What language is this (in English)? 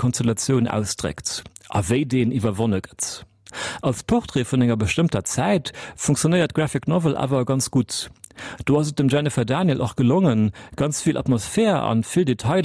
Luxembourgish